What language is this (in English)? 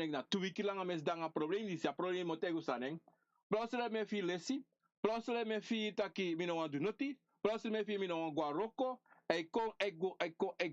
Sranan Tongo